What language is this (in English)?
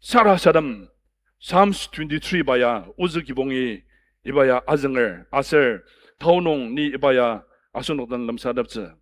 Ao Naga